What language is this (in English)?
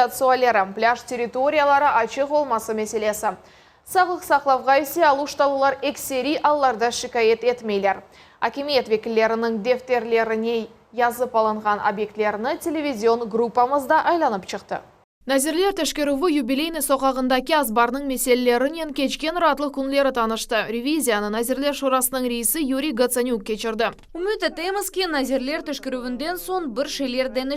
Crimean Tatar